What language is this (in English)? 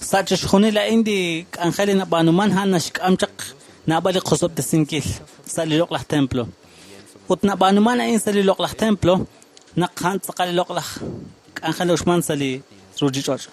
Kekchí